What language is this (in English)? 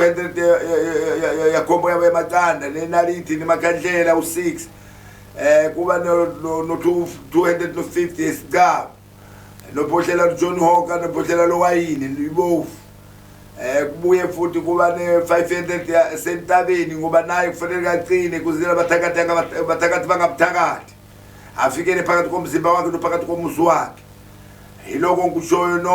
Zulu